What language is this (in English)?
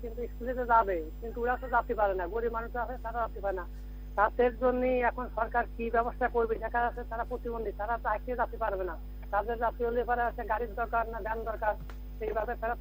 Bangla